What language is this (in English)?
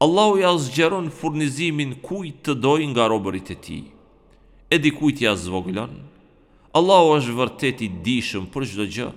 Albanian